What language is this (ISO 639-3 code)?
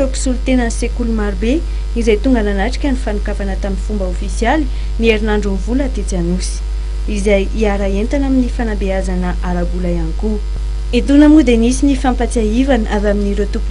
mlg